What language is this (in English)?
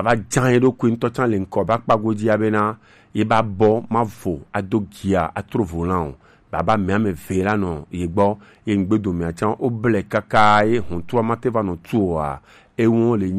Gen